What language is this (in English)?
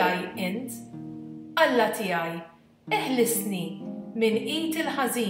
Maltese